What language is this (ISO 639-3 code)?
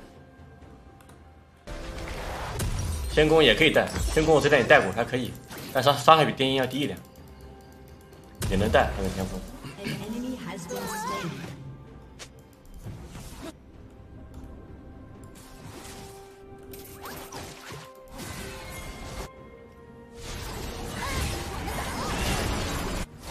zho